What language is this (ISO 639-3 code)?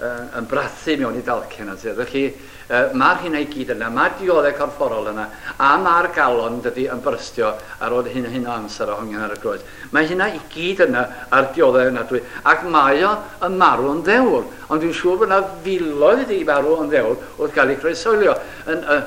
cym